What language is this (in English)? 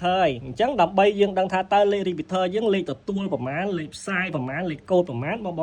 Khmer